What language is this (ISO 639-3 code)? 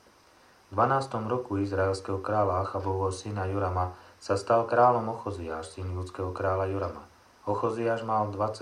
slk